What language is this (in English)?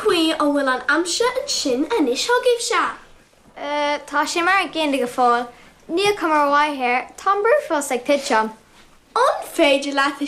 Irish